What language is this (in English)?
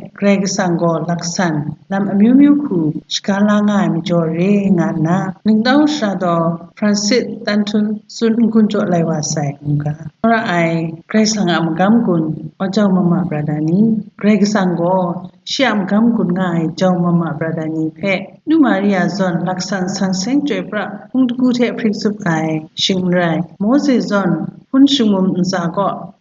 Kachin